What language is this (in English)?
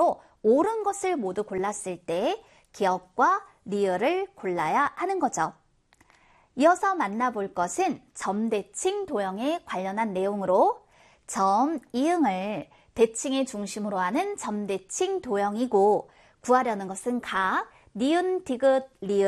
Korean